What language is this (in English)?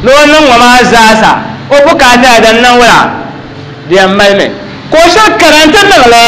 Dagbani